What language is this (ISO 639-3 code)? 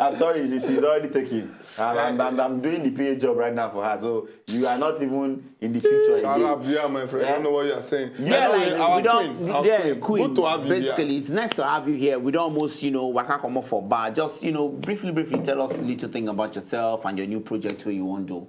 pcm